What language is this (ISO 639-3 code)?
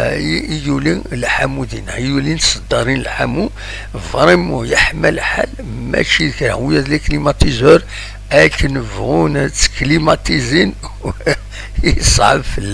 kab